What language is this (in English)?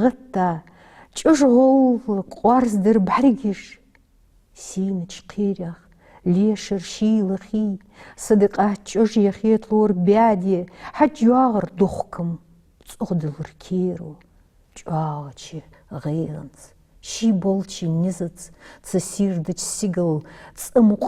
Ingush